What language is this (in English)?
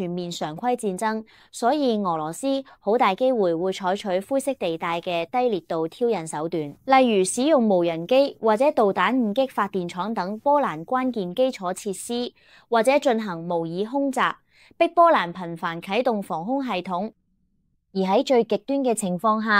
Cantonese